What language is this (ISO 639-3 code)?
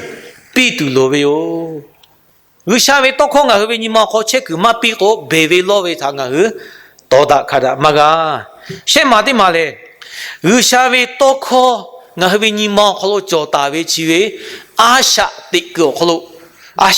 lhu